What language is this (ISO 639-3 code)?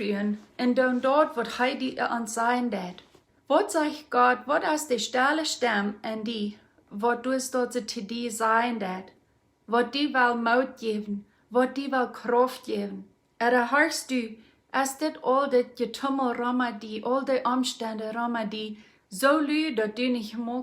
pdt